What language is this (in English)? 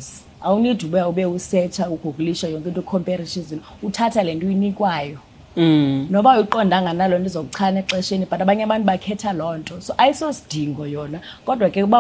Xhosa